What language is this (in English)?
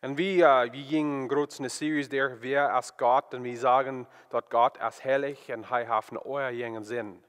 Plautdietsch